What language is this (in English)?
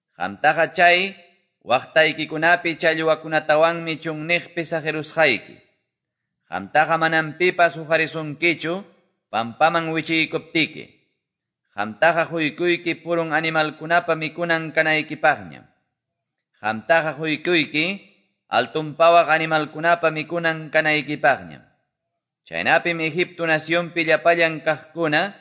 Quechua